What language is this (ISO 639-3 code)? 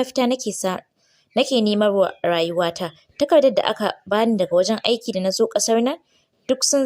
hau